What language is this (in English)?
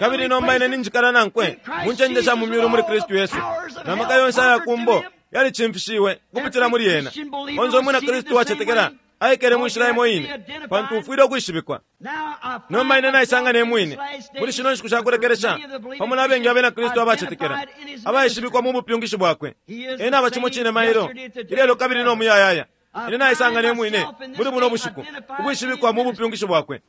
Bemba